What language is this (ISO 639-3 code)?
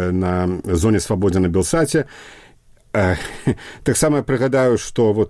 bel